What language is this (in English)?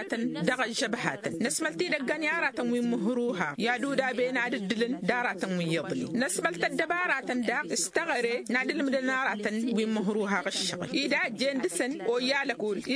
Tamasheq